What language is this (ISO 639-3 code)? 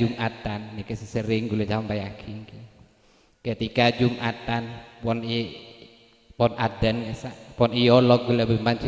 mad